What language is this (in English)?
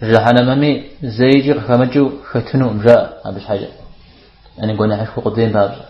Kabardian